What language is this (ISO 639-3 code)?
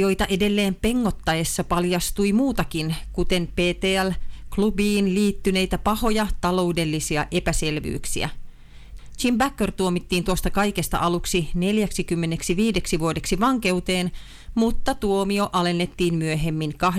fin